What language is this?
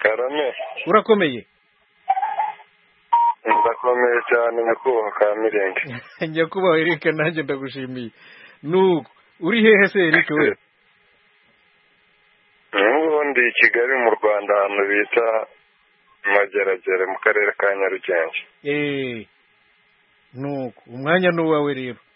Kinyarwanda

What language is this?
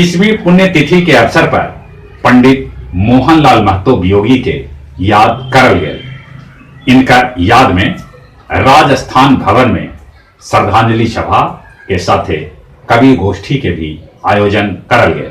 Magahi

